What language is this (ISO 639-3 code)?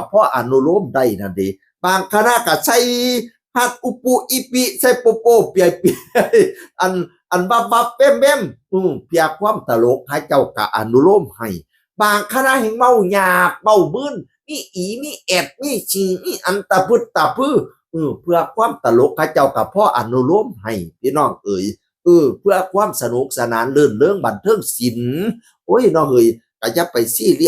tts